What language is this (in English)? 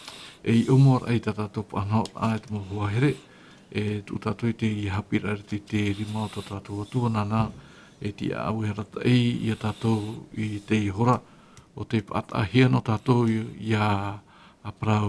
Tahitian